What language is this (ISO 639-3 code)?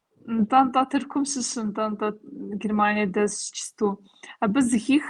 kbd